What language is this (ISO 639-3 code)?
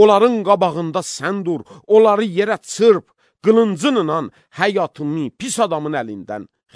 aze